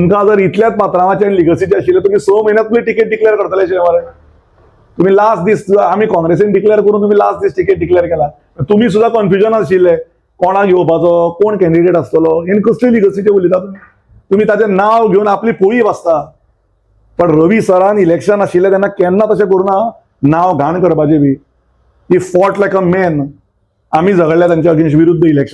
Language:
Konkani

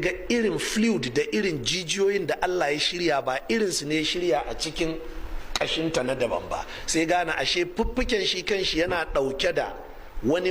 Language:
Hausa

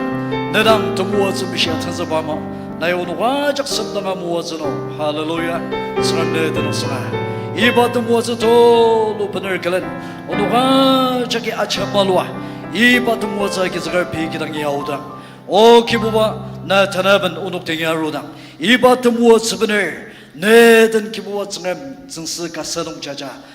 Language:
Ao Naga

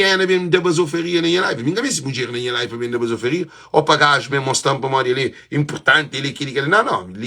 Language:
Kabuverdianu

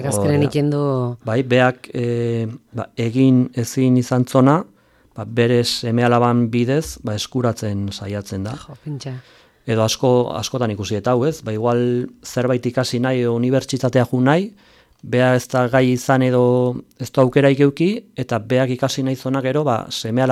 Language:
Basque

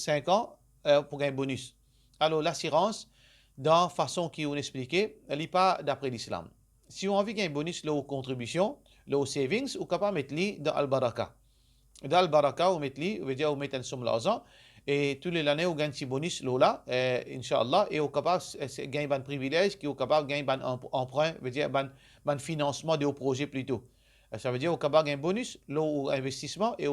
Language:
Morisyen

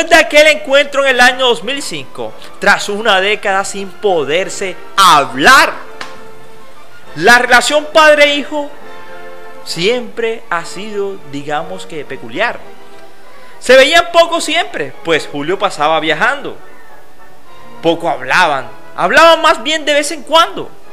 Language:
Spanish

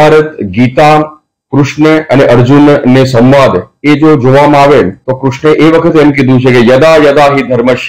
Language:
Gujarati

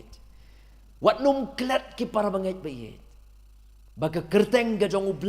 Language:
Khasi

